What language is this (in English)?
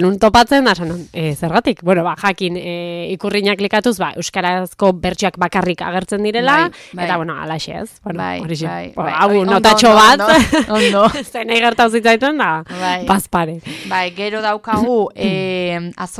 Basque